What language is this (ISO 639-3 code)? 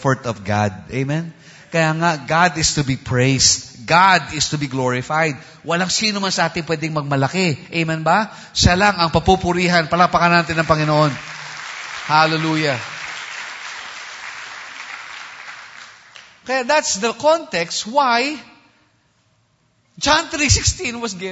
fil